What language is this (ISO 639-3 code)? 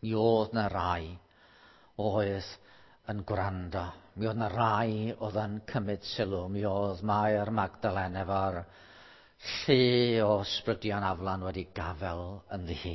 cym